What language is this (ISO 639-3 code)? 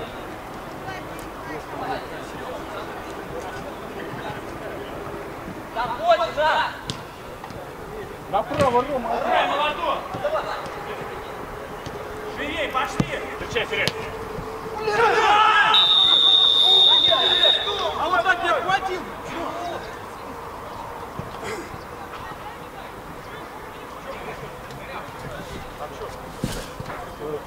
rus